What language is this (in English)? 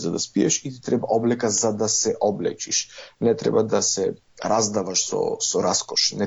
Macedonian